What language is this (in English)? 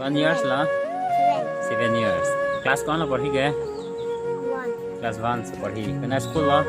Karbi